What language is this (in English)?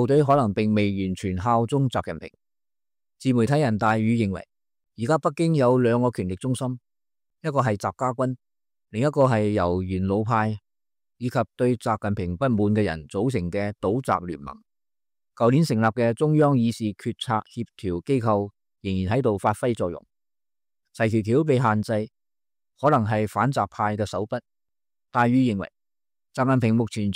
Cantonese